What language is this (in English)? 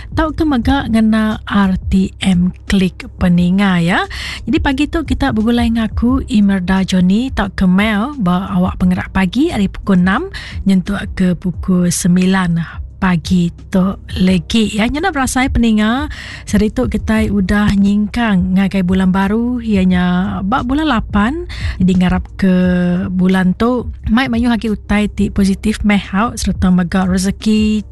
Iban